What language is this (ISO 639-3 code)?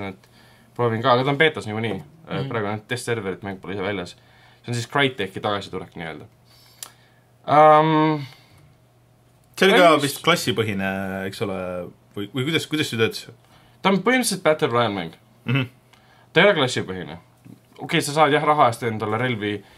est